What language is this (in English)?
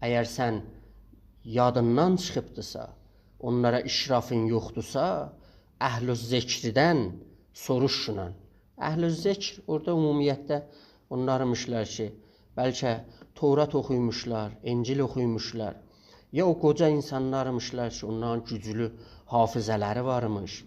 South Azerbaijani